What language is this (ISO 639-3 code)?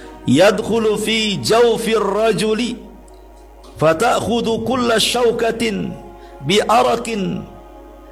ind